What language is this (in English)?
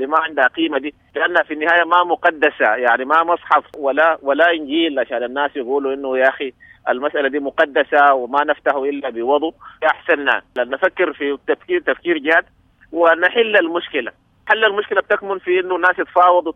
Sudanese Arabic